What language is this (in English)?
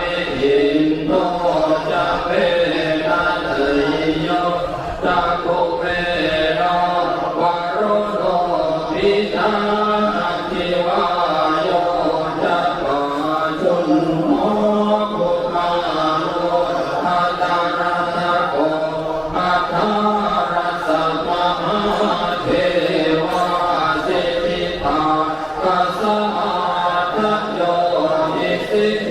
Pali